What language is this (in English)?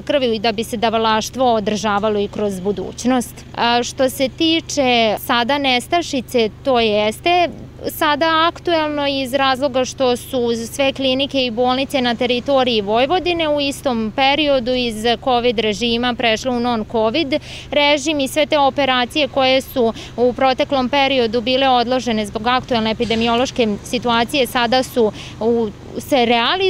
Serbian